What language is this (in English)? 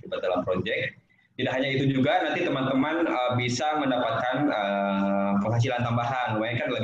Indonesian